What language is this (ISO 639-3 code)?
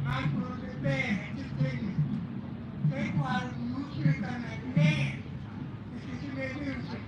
ach